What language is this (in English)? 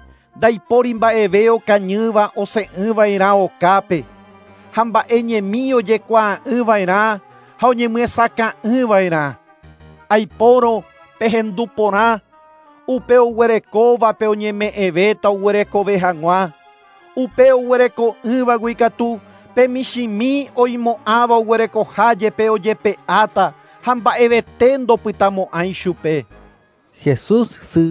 Guarani